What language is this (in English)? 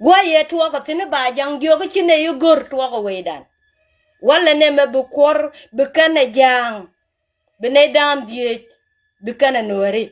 Nuer